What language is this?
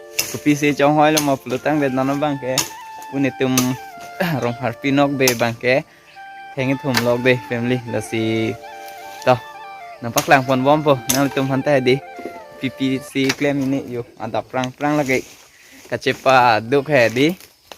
Karbi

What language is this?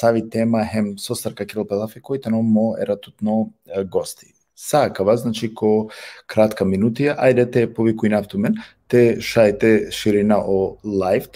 Balkan Romani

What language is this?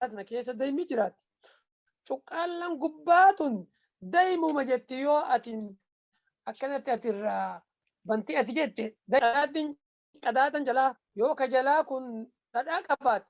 Oromo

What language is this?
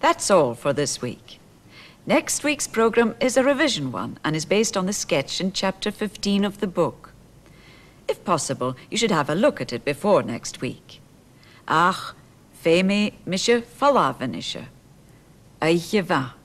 Scottish Gaelic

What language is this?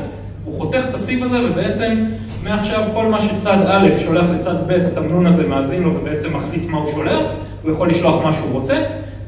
Hebrew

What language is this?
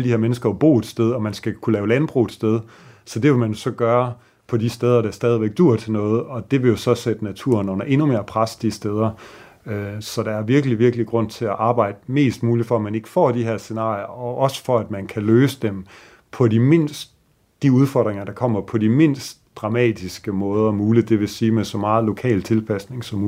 Danish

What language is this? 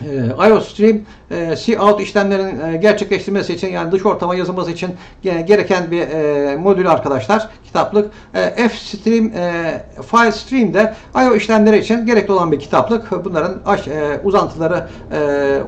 Turkish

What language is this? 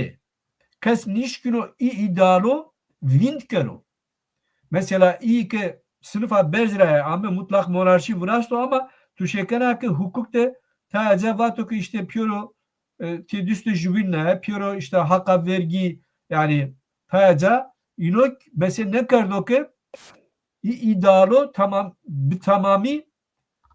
Zaza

